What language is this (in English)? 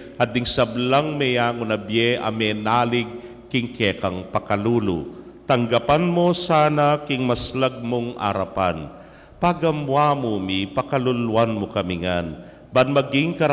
Pampanga